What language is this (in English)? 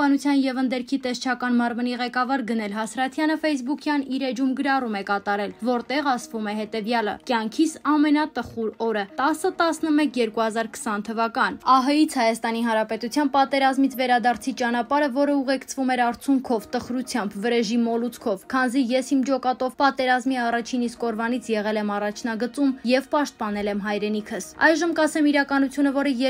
Armenian